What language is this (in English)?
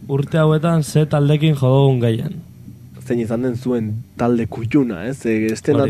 Basque